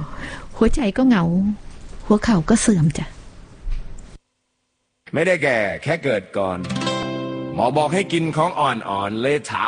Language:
Thai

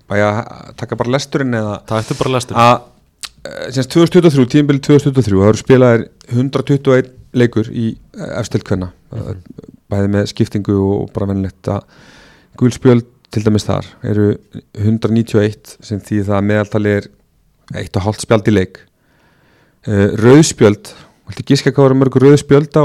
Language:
Icelandic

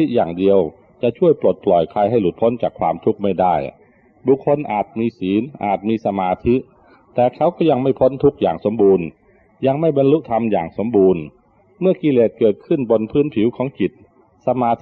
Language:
Thai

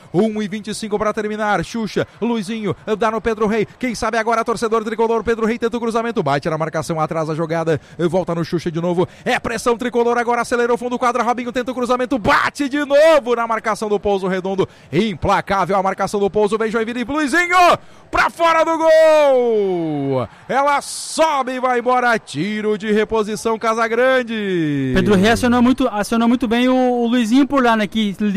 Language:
Portuguese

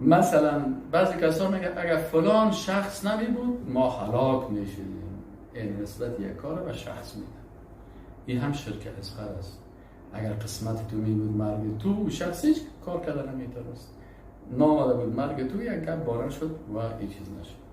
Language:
Persian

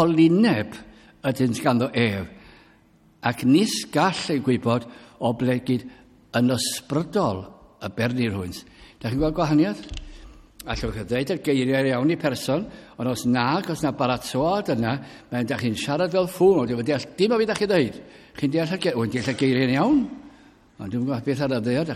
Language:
Welsh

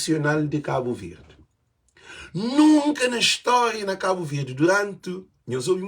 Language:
Kabuverdianu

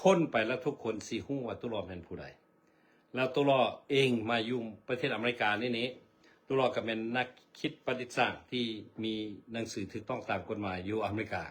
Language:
Lao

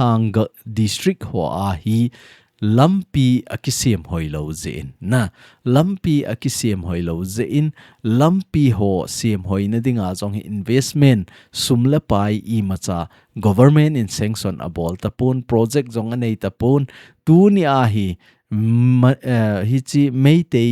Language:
Thado Chin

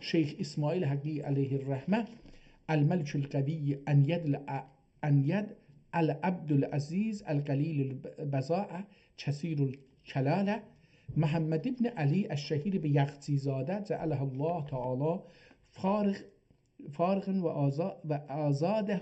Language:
South Azerbaijani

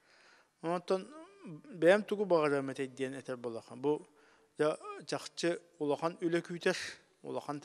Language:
Yakut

